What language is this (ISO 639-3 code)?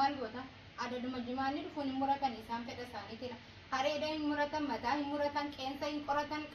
orm